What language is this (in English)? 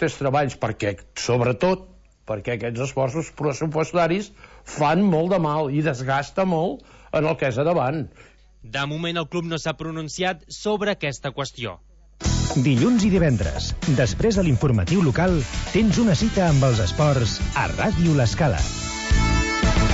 Catalan